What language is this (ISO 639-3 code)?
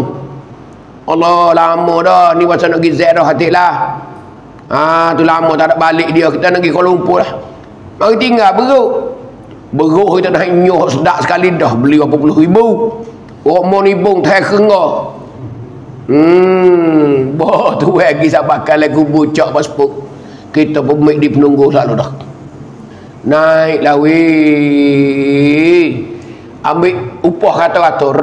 mfa